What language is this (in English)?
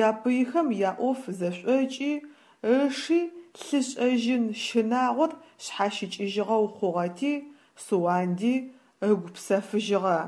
Adyghe